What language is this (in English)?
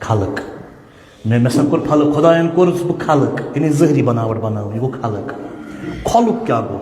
Kashmiri